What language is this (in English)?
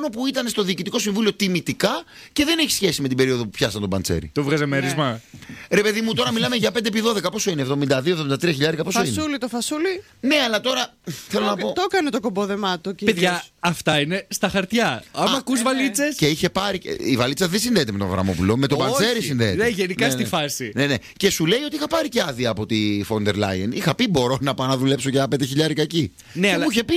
Greek